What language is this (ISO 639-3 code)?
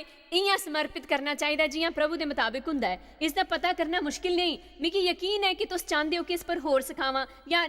doi